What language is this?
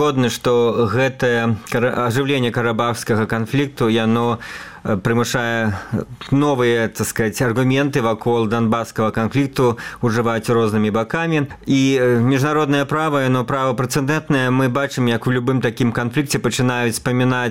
Belarusian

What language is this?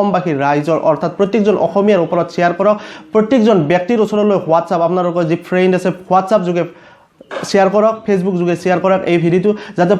Assamese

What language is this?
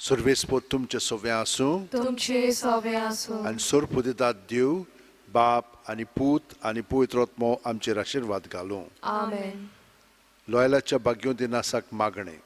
Konkani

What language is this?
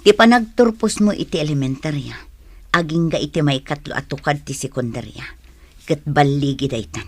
Iloko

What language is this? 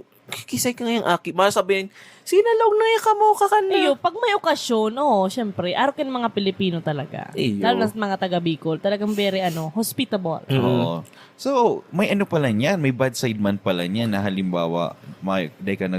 Bikol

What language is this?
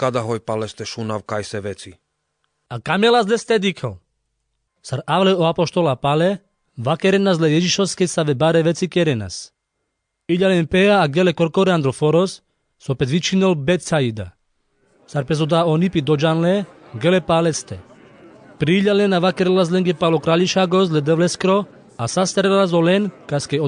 Carpathian Romani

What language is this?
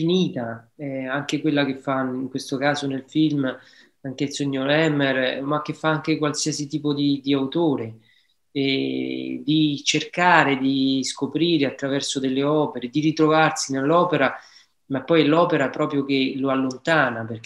Italian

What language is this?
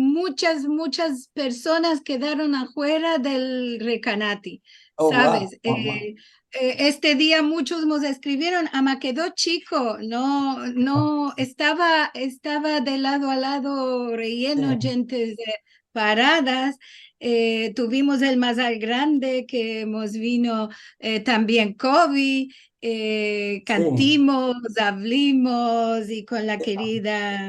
Ladino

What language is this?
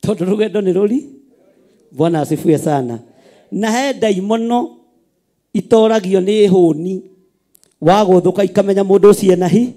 Kikuyu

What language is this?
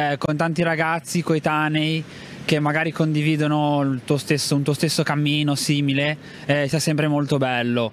Italian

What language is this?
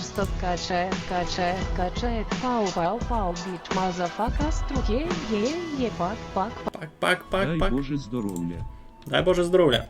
Rusyn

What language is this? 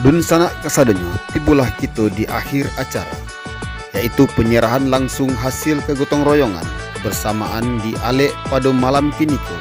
Minangkabau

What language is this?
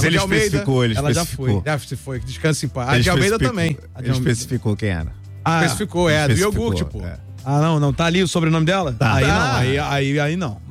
Portuguese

